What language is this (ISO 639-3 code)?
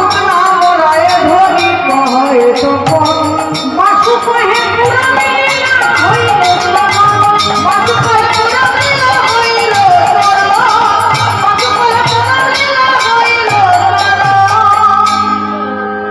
ben